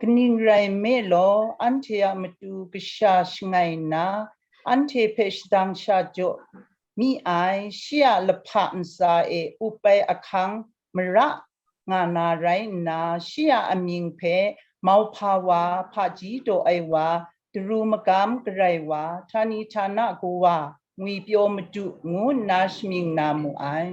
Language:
Kachin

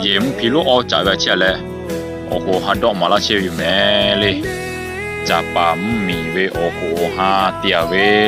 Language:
Lahu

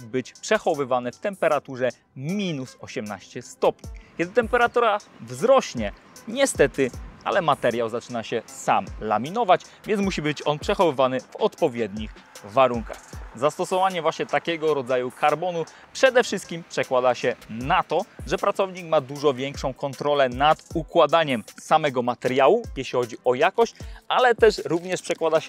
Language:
Polish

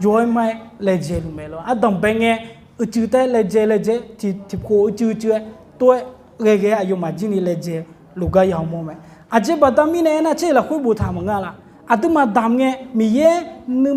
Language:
Akha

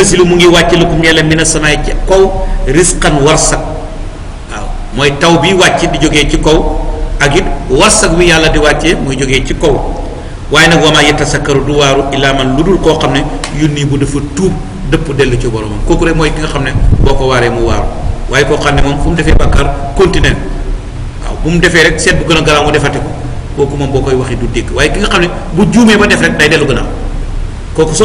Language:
Wolof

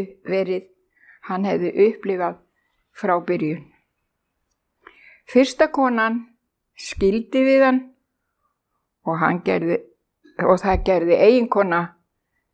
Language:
Icelandic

